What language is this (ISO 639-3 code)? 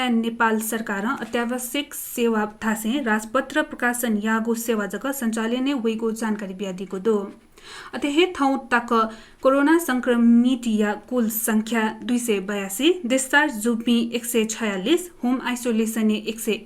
new